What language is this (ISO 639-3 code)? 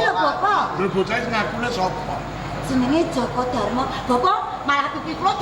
jav